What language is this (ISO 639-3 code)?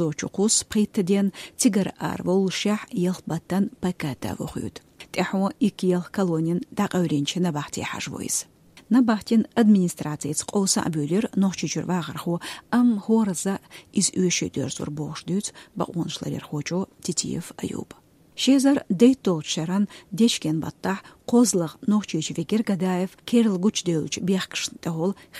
che